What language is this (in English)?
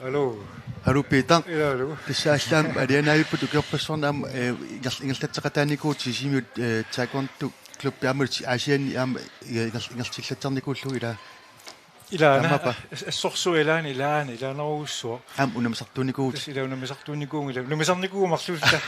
Kalaallisut